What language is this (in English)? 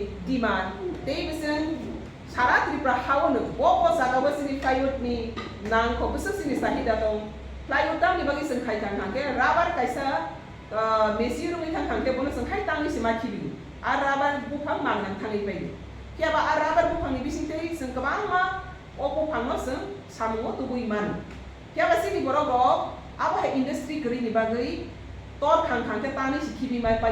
Kok Borok